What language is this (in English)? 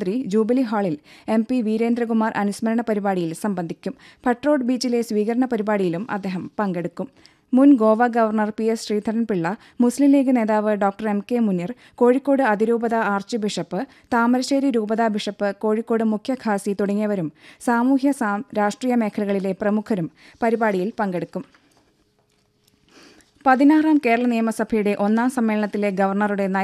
Malayalam